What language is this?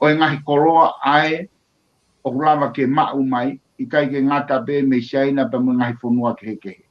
Tongan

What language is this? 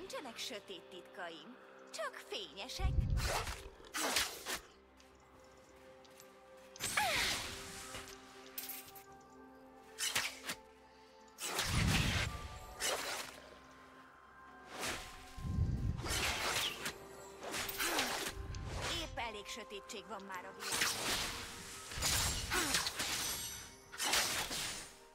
Hungarian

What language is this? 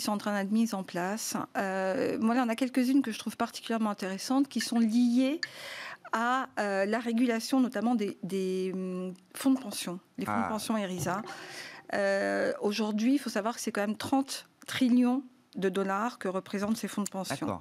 French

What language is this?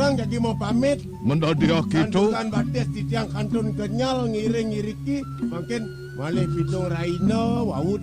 Balinese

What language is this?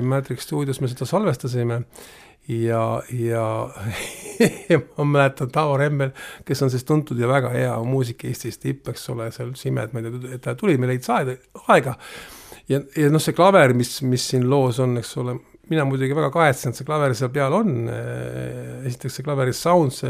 Estonian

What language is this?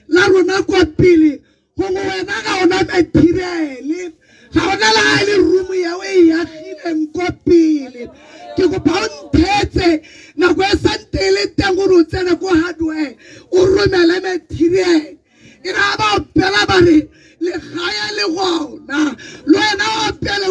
Tswana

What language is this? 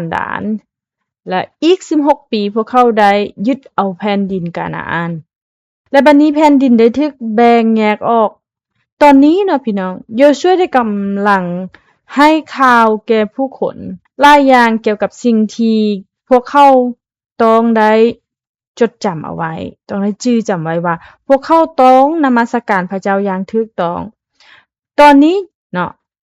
Lao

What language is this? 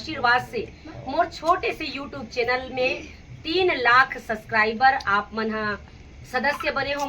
Chhattisgarhi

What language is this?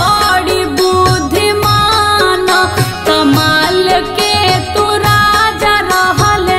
Bhojpuri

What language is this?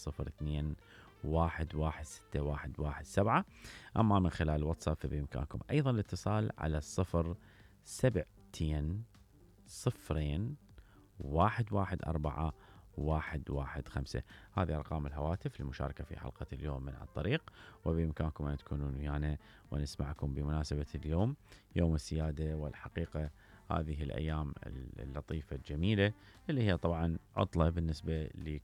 Mesopotamian Arabic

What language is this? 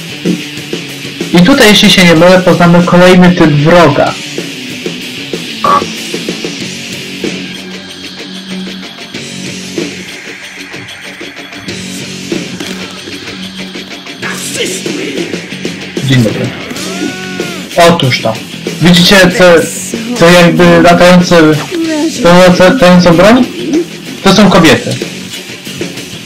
Polish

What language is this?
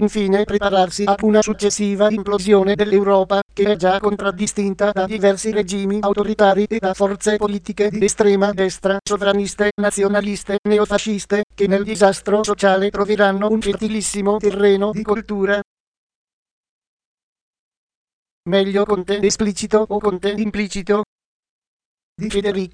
Italian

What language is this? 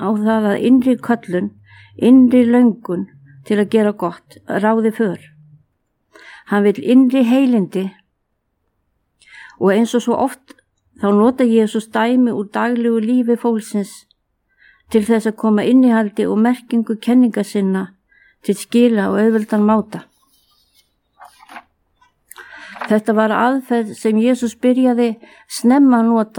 Icelandic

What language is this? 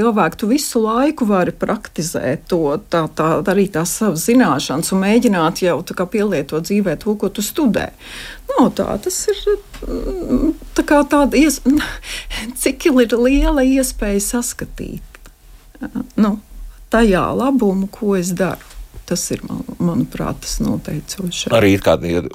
Latvian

